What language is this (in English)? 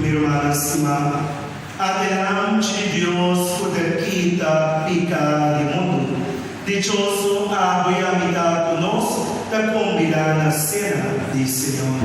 Papiamento